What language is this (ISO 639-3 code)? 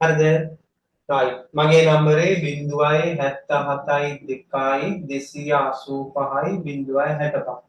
sin